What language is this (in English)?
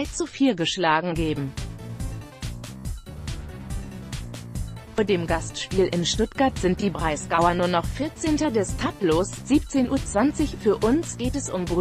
German